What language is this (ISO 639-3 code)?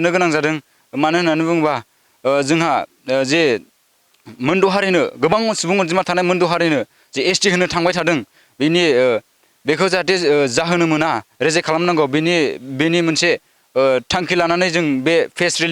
brx